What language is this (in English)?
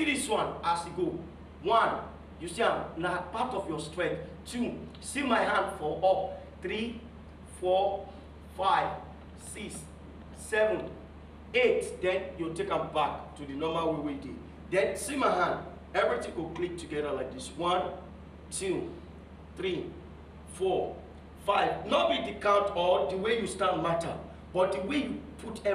Nigerian Pidgin